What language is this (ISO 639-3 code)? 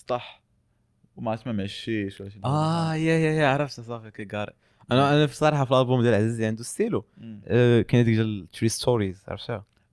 ary